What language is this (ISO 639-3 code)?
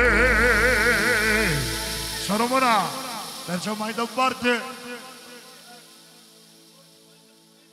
ron